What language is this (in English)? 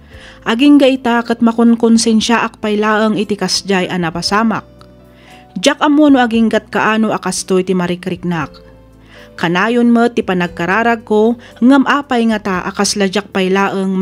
Iloko